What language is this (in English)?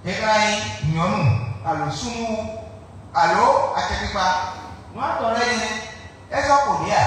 Fon